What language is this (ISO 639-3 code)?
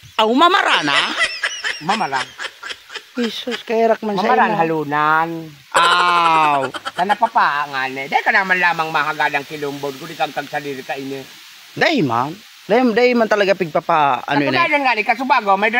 bik